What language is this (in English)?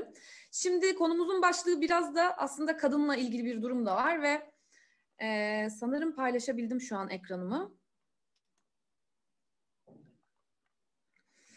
Turkish